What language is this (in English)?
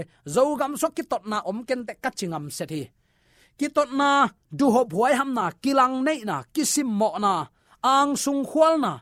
Tedim Chin